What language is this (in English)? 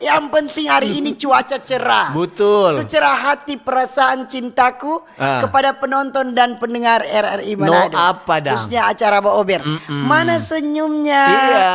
Manado Malay